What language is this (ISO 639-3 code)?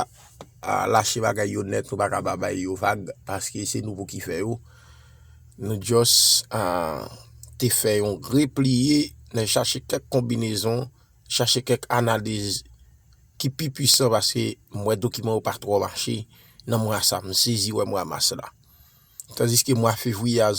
hat